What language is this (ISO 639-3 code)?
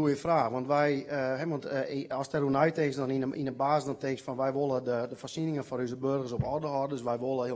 fry